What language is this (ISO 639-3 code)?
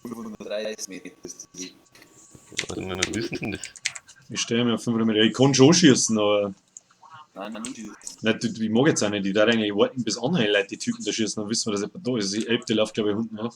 bar